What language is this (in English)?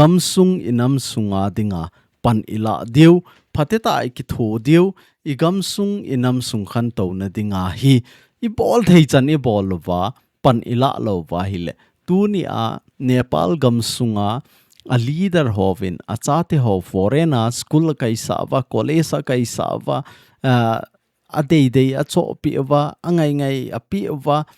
Thado Chin